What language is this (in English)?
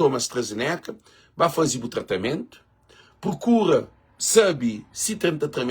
Kabuverdianu